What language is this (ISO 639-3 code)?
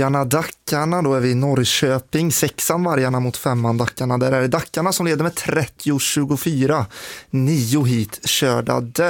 swe